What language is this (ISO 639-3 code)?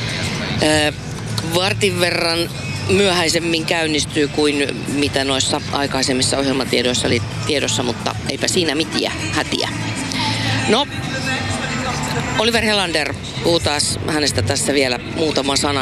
fin